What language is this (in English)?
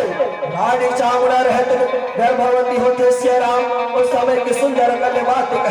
Chhattisgarhi